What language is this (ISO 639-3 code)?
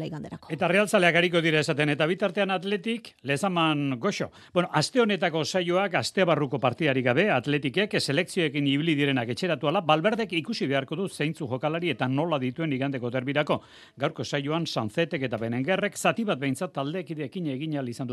eus